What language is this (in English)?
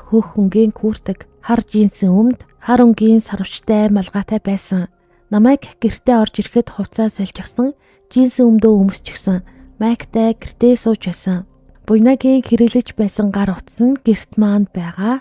Mongolian